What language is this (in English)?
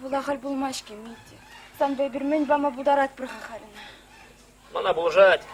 Chuvash